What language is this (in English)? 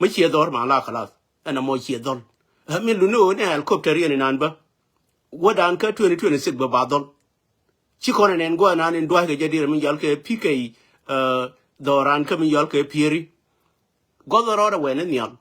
Nuer